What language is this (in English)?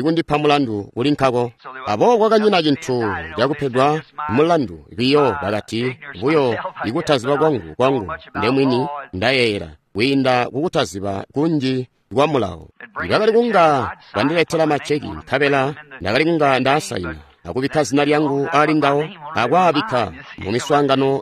Tonga (Zambia)